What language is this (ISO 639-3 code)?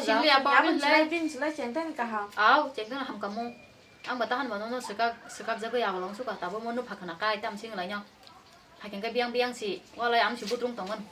trp